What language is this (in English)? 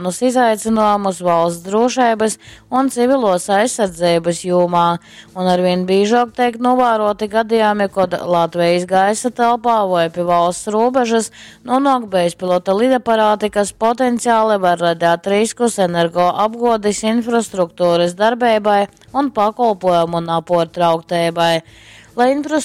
Latgalian